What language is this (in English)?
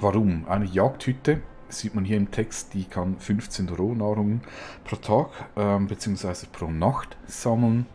Swiss German